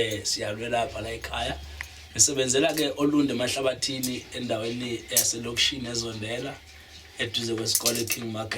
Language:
Zulu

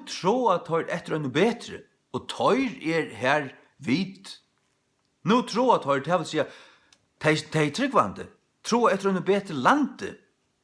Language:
Faroese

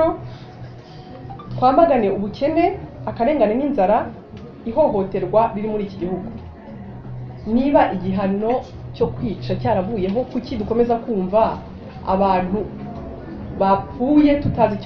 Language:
Kinyarwanda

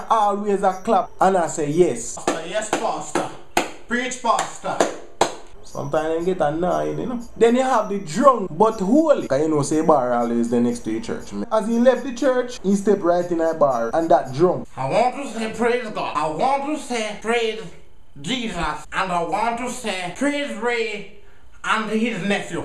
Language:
Jamaican Creole English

